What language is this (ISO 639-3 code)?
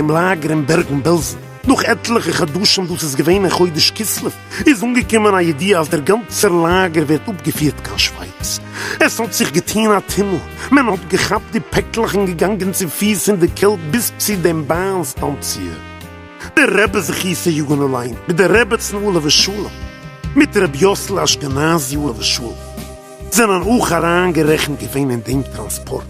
yid